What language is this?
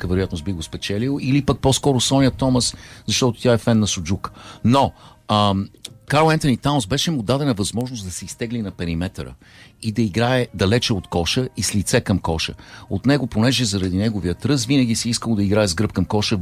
Bulgarian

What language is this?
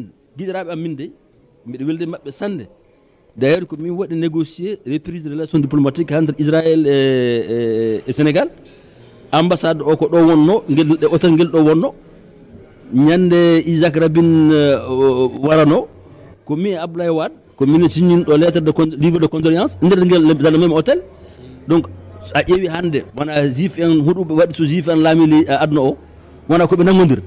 Fula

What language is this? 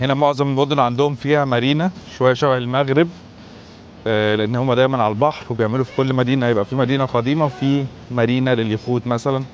Egyptian Arabic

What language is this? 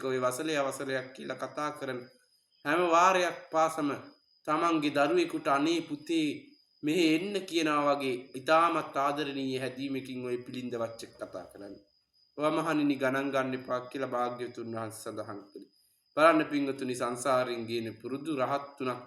Sinhala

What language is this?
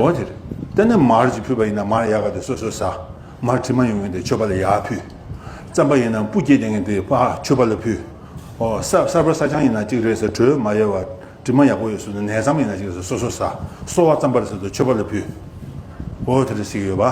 Tibetan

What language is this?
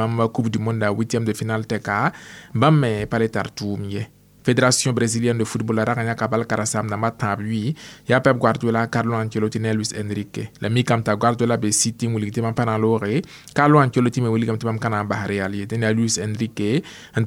Mossi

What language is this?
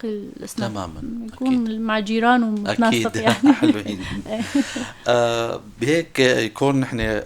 North Levantine Arabic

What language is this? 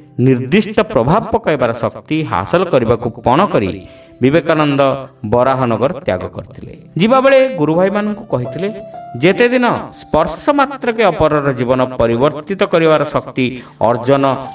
Odia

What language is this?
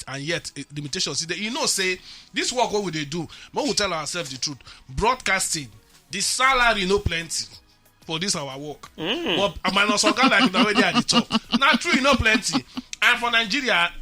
Nigerian Pidgin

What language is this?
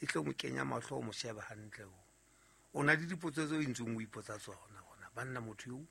Southern Sotho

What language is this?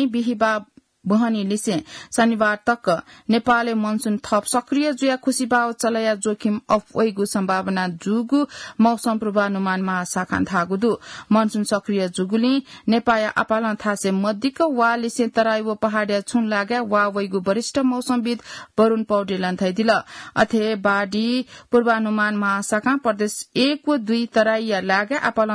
Newari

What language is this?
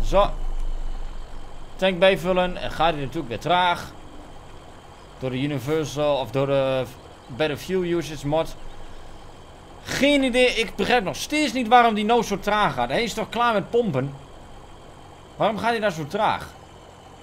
Dutch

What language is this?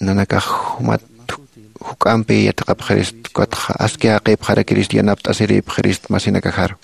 Aymara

